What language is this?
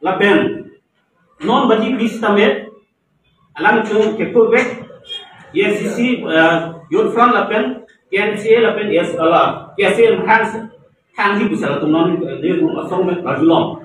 Karbi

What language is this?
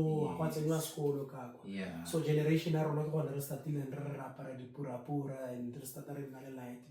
Tswana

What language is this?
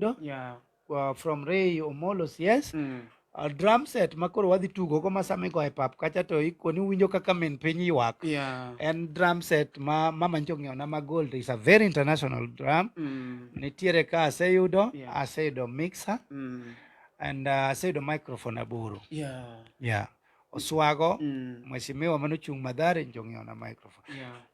Luo (Kenya and Tanzania)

